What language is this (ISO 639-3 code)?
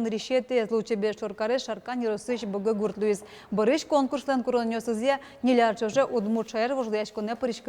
udm